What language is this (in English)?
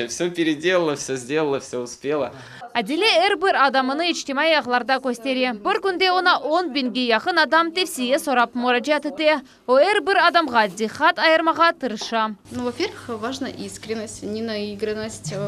Crimean Tatar